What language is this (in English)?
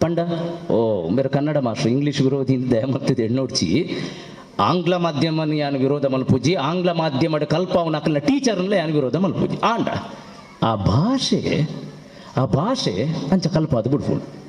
Tulu